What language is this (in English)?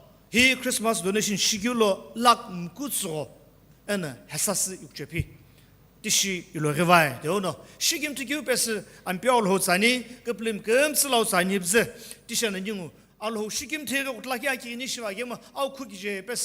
Sumi Naga